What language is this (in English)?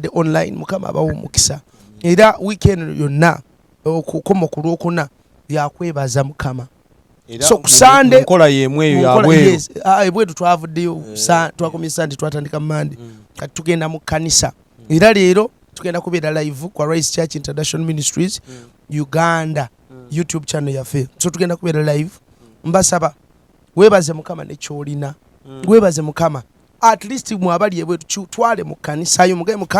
Ganda